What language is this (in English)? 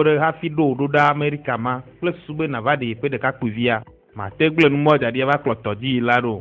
Ewe